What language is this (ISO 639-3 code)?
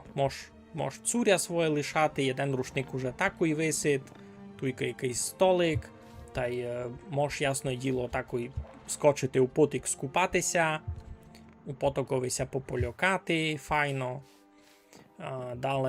rue